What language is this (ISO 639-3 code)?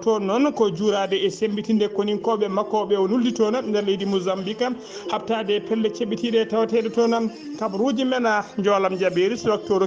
ful